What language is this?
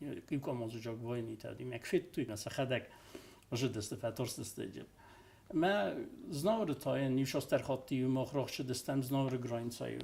Ossetic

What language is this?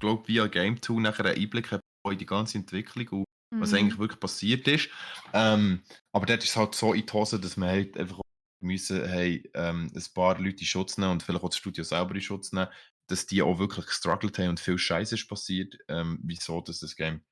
Swiss German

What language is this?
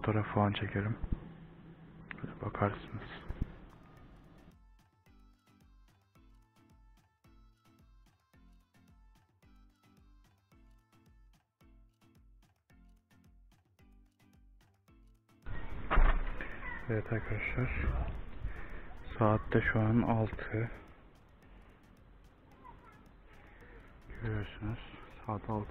Turkish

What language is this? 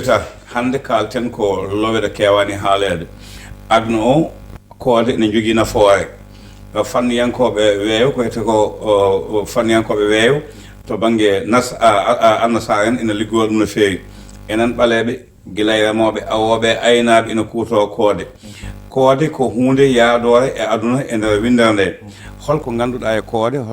Fula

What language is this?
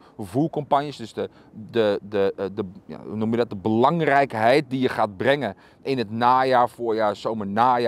Dutch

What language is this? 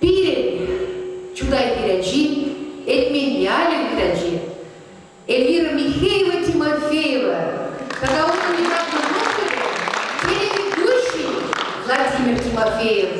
Chuvash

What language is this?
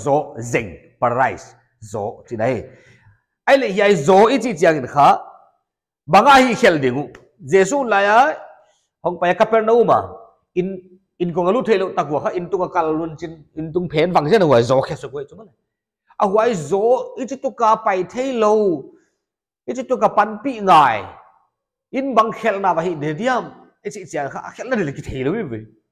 Paite Chin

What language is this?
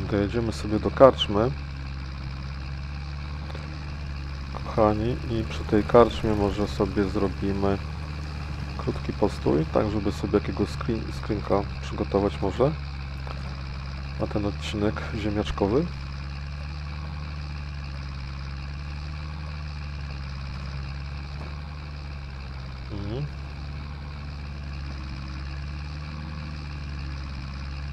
Polish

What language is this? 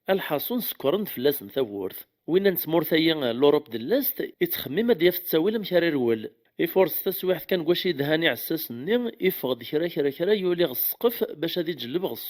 Kabyle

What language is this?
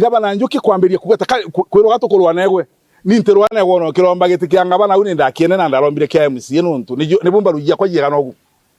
Meru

